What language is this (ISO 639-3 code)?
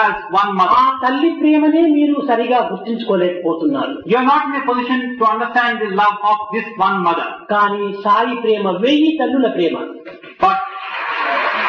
tel